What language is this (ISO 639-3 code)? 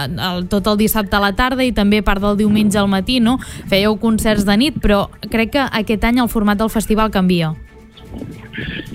cat